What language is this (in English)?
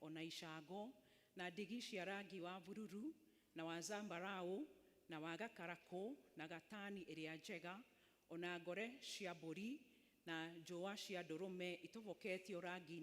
Kikuyu